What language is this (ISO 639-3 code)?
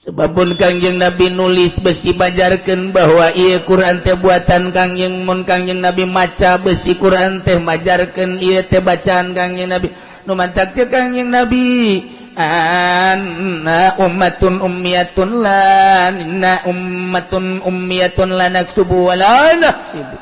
sun